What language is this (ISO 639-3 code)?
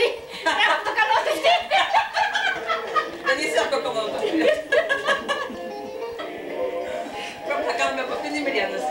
ell